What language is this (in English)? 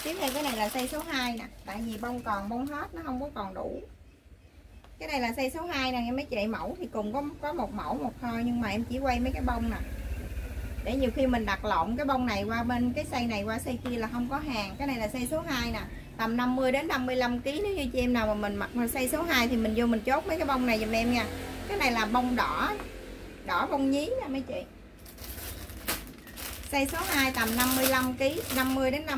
Vietnamese